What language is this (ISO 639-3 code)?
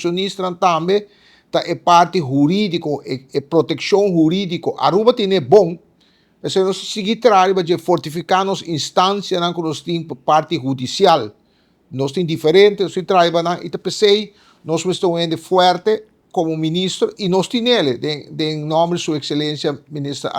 pap